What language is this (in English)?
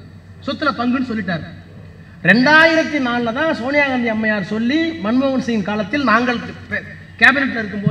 Tamil